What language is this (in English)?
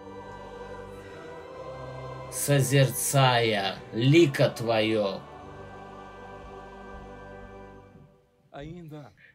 Russian